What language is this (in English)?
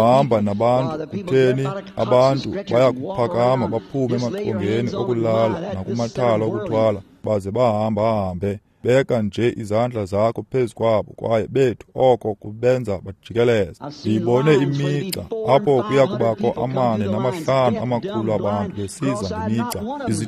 Xhosa